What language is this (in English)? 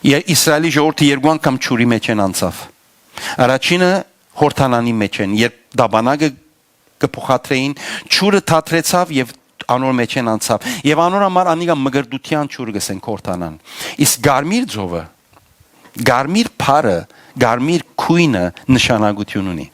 Western Armenian